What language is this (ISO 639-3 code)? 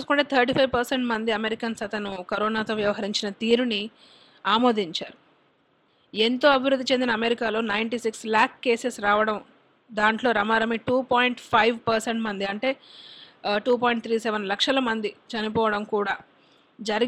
tel